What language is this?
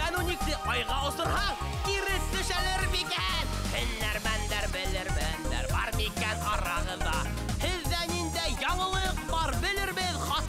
Bashkir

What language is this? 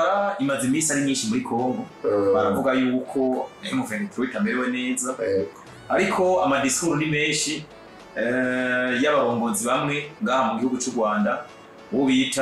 Rundi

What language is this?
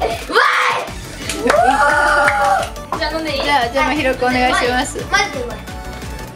Japanese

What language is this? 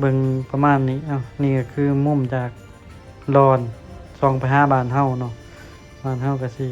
Lao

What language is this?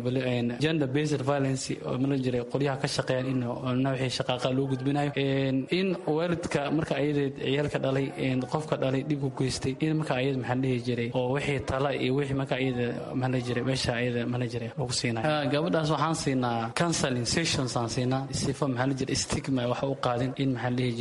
Somali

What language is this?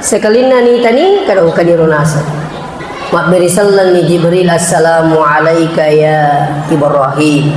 Buginese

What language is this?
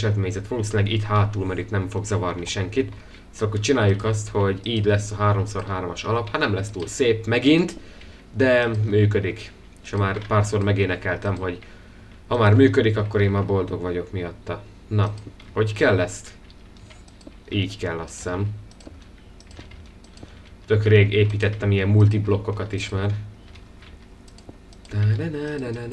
Hungarian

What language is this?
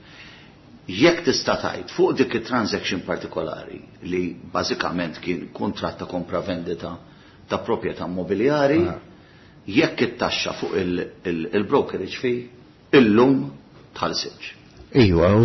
Maltese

